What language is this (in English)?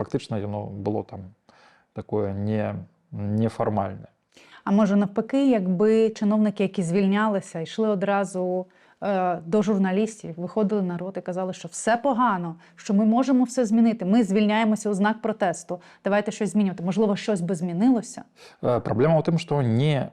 Belarusian